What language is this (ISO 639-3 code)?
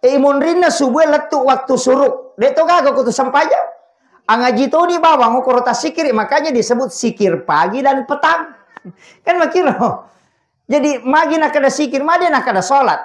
bug